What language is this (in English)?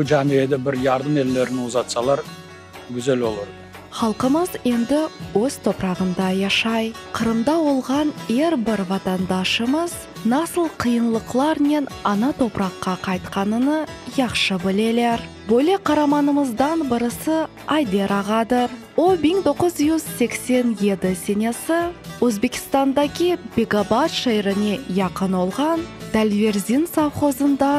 Crimean Tatar